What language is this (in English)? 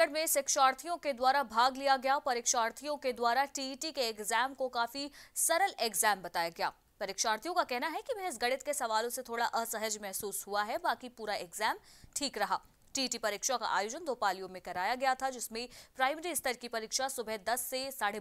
Hindi